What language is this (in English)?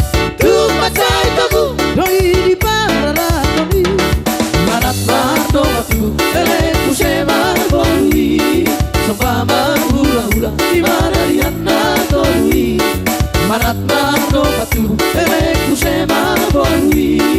Batak Toba